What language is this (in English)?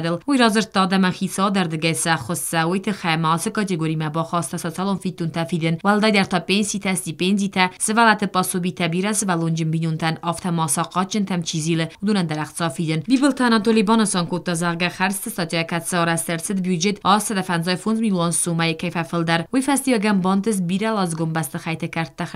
Ossetic